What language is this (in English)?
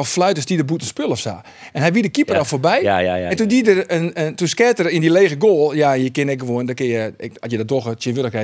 Western Frisian